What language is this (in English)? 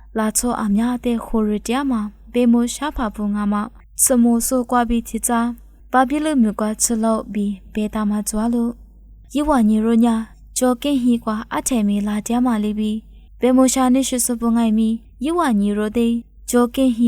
Lisu